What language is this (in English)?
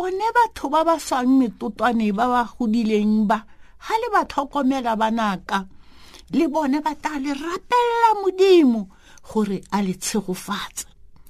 Tswana